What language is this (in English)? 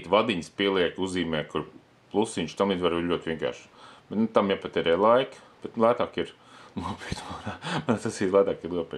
Latvian